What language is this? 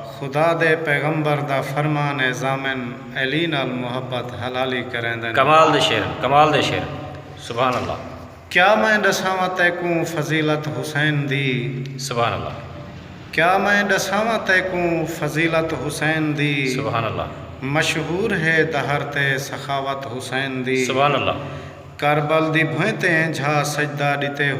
Saraiki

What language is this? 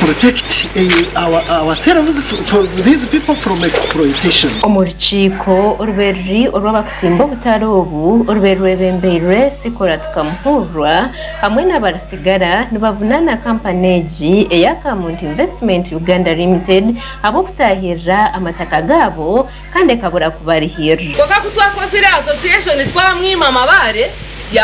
Nyankole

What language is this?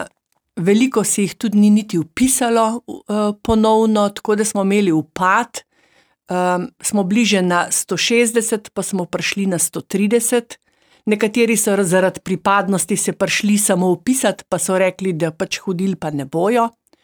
Slovenian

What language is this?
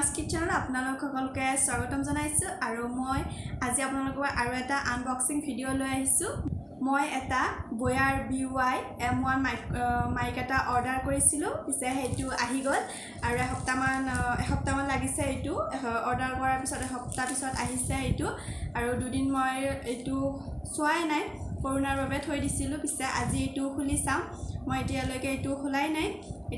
Assamese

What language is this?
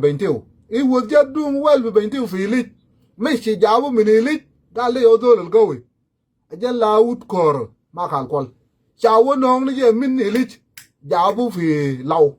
Nuer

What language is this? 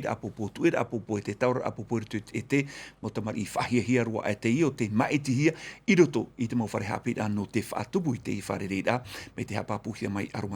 Tahitian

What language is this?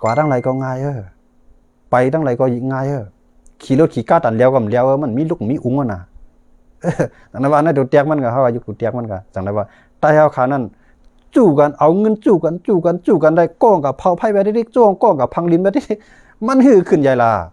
Shan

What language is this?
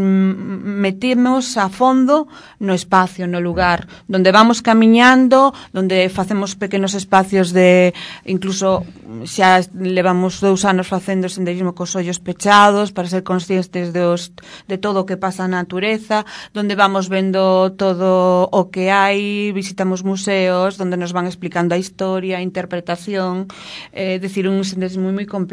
Galician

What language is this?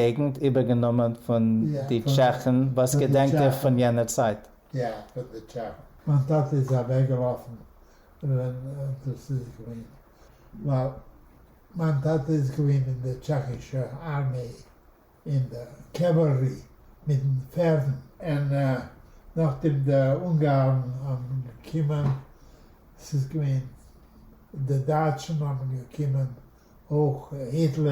Yiddish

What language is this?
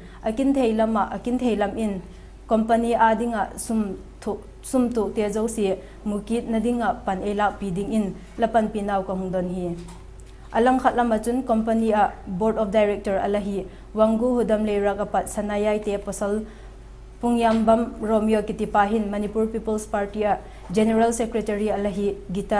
Vaiphei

